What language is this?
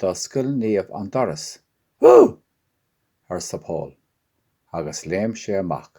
Irish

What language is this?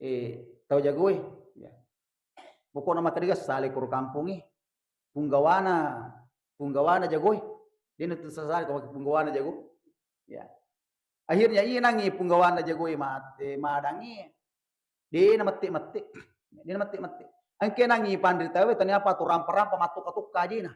Buginese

